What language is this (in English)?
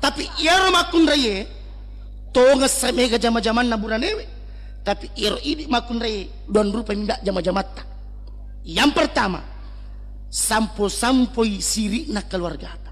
Buginese